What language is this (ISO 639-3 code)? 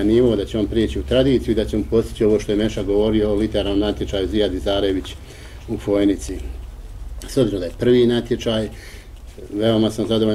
bos